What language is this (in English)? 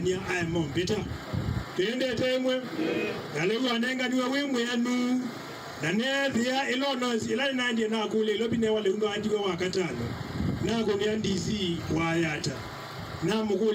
Kamba